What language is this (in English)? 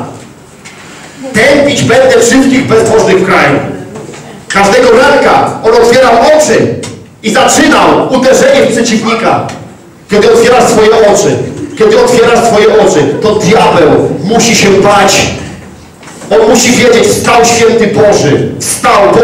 Polish